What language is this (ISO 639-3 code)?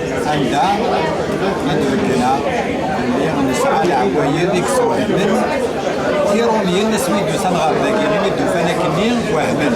kab